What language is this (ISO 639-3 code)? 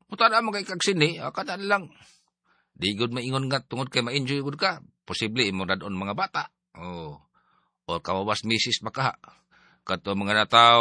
ceb